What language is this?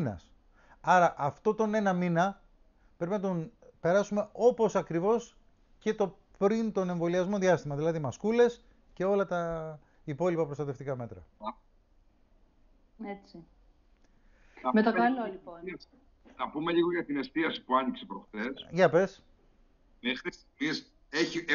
Greek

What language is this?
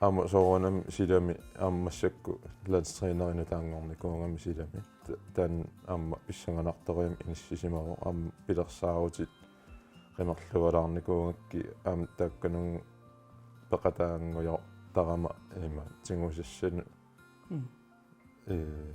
Kalaallisut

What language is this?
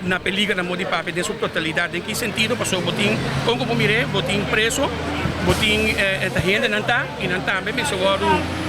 Papiamento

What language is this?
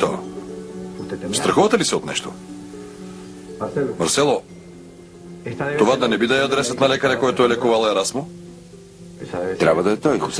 Bulgarian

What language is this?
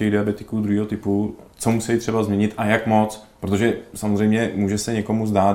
Czech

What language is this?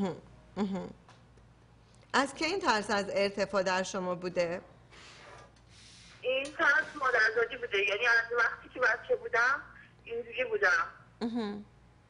Persian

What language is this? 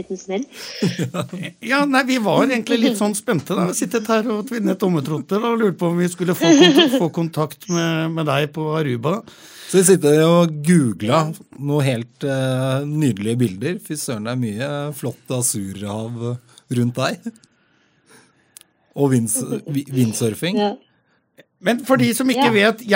Norwegian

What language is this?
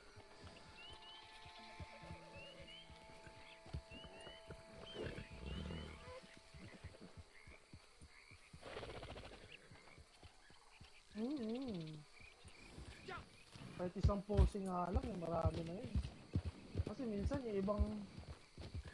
Filipino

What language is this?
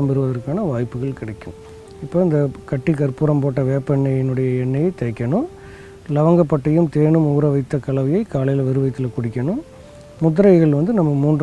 Tamil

